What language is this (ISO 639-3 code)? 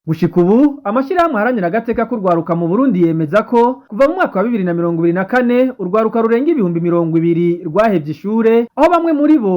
run